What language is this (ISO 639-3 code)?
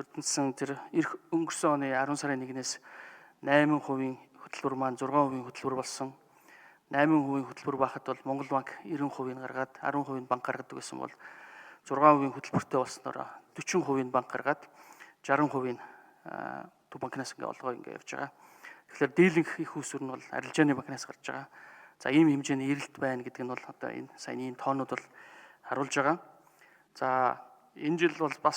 mon